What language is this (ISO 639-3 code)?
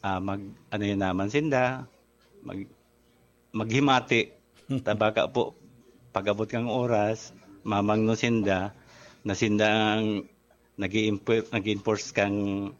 bik